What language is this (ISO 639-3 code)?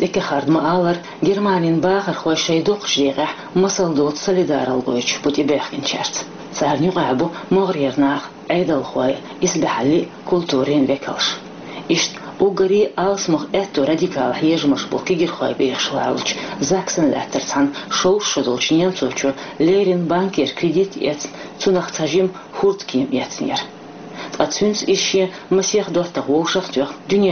che